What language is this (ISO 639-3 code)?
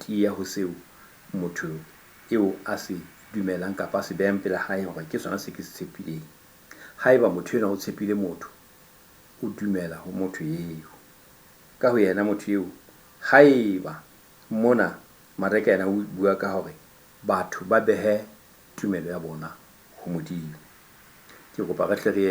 sot